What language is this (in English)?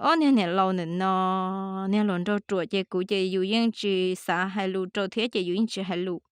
Hmong